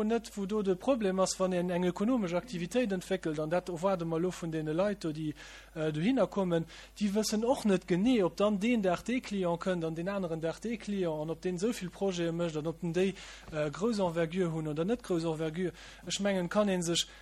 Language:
Luxembourgish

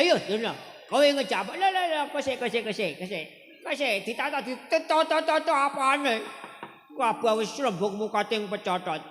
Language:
Javanese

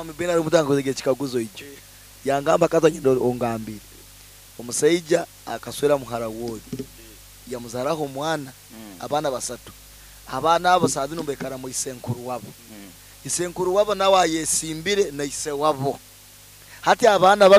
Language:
Nyankole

